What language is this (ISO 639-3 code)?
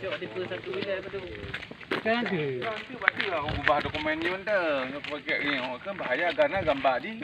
ace